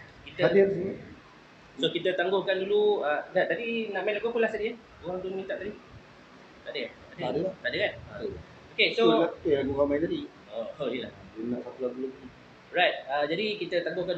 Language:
Malay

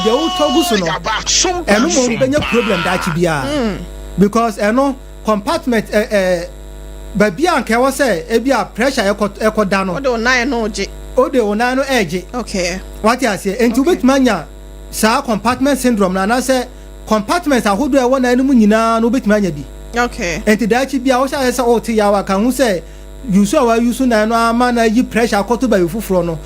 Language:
Akan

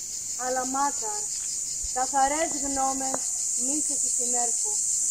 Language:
Greek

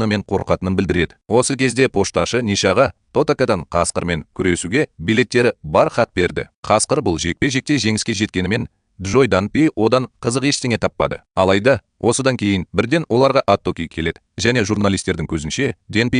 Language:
Kazakh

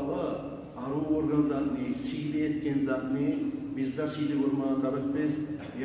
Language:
Kumyk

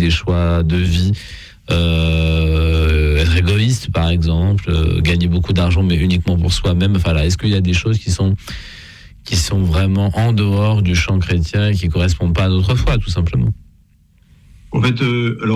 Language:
French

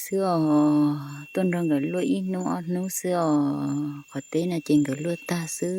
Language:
Hmong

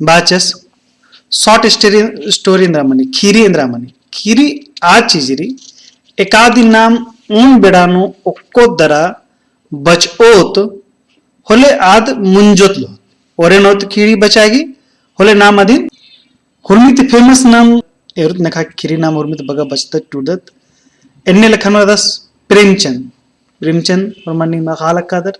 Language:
Kurukh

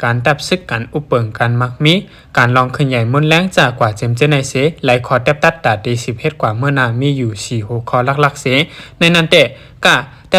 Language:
Shan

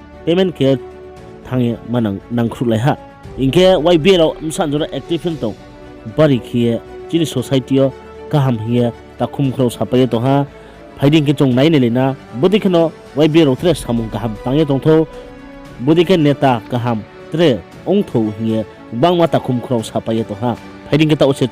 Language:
Riang (India)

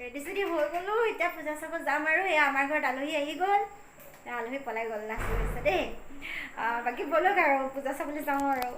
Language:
Assamese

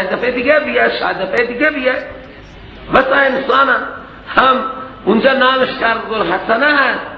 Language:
Persian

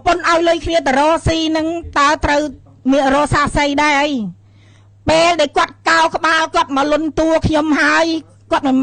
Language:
Khmer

